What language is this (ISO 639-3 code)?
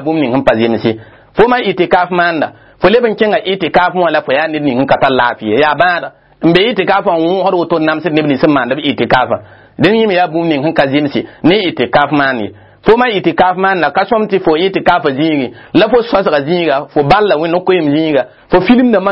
mos